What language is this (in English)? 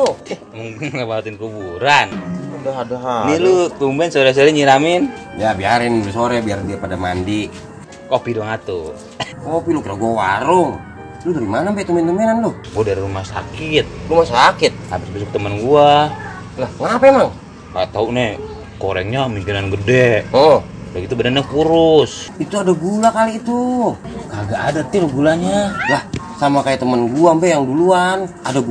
Betawi